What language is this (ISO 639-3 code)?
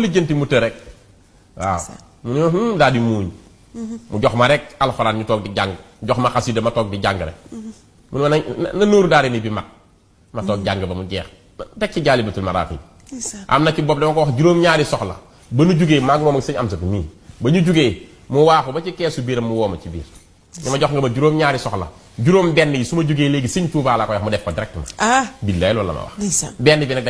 wol